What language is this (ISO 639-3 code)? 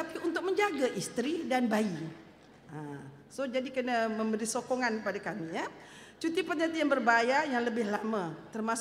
msa